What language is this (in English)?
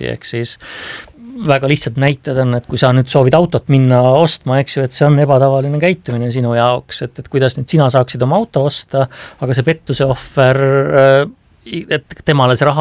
Estonian